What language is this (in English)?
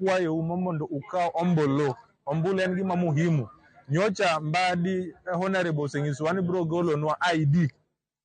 Luo (Kenya and Tanzania)